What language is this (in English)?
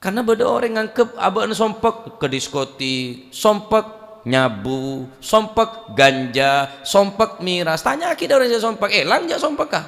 Madurese